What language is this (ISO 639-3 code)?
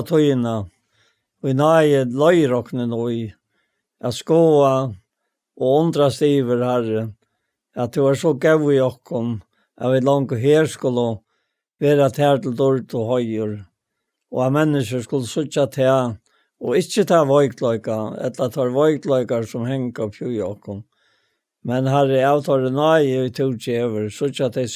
fao